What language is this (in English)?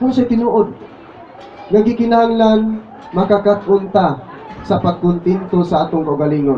Cebuano